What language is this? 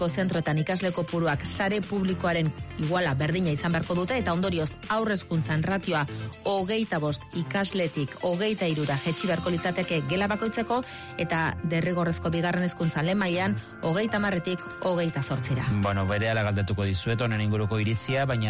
Basque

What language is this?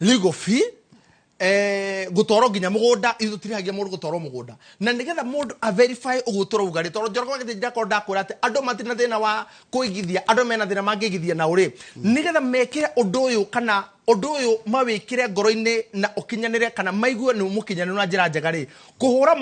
Kikuyu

